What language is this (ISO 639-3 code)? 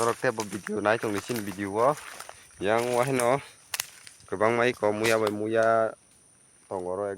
trp